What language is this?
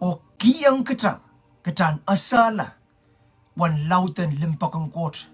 Pohnpeian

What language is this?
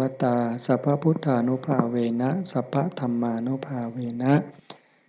Northeastern Thai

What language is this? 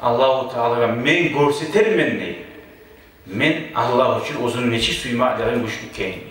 Kumyk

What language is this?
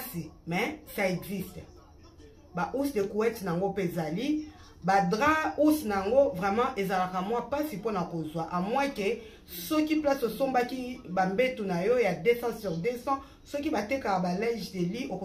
Lingala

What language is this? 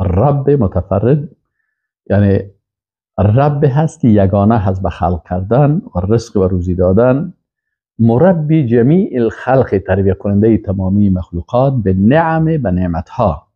Persian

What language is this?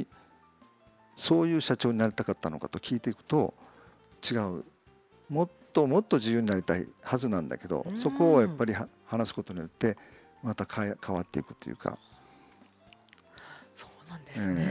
Japanese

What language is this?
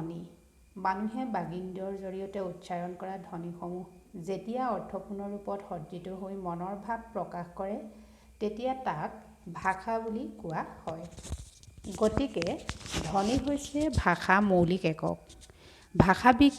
Assamese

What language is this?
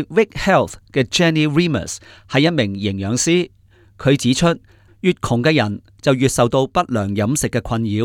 Cantonese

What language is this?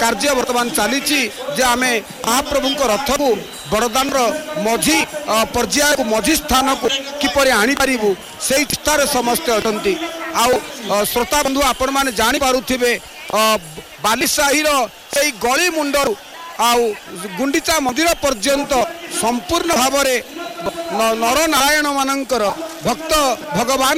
Odia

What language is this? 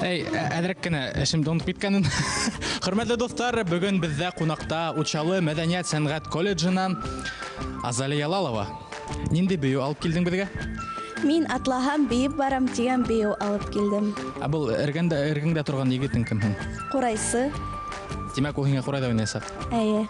Bashkir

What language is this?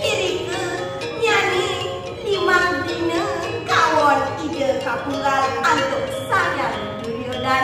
Balinese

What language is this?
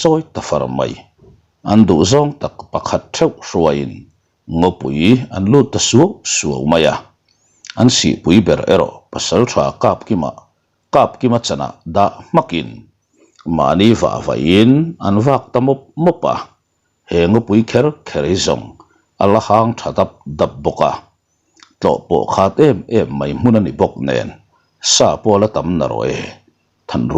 Mizo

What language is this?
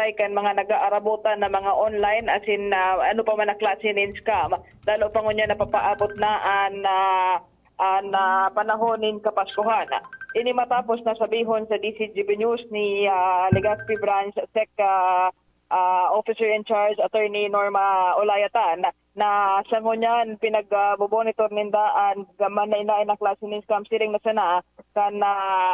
Bikol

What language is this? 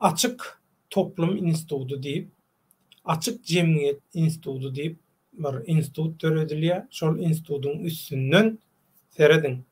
Turkmen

